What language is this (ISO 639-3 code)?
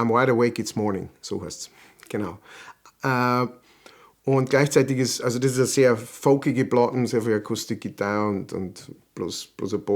bar